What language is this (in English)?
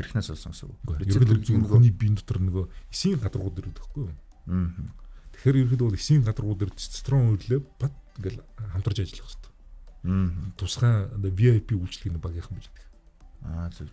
Mongolian